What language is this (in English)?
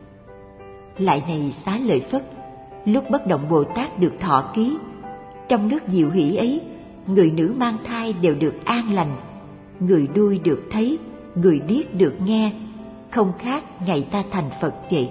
Vietnamese